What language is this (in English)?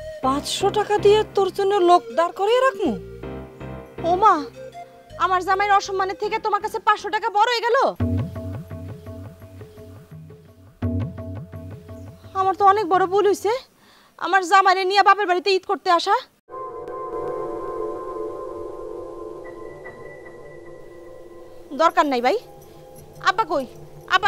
Bangla